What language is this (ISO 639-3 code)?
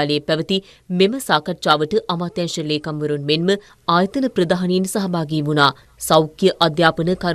sin